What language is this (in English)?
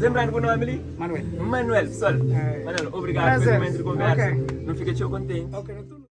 Kabuverdianu